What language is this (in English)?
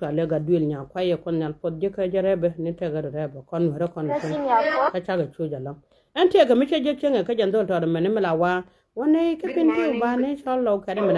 Nuer